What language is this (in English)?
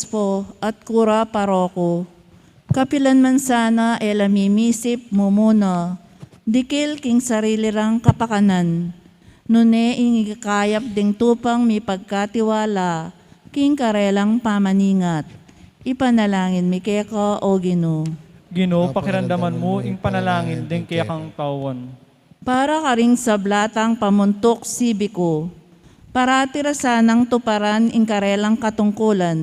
Pampanga